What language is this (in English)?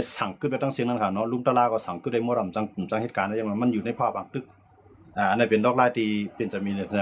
Shan